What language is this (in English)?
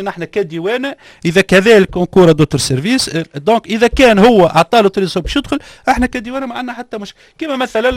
Tunisian Arabic